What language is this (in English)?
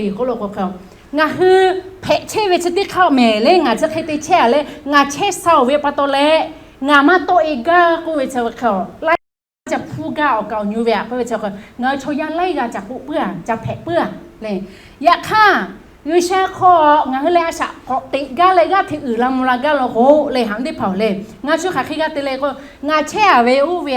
Lahu